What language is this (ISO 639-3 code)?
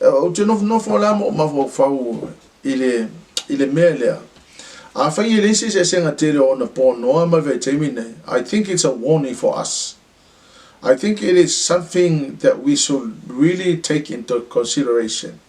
smo